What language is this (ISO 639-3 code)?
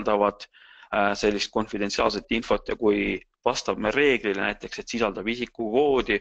est